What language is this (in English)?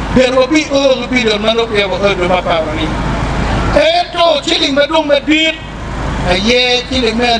Acoli